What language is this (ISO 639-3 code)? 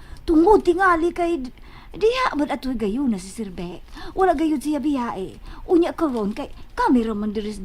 ceb